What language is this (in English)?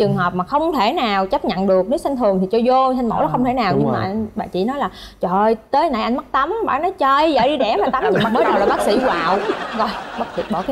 Vietnamese